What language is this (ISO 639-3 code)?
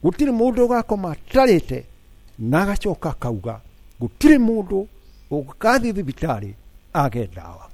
kik